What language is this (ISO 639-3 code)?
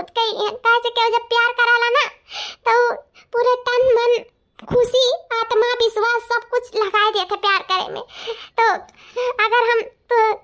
awa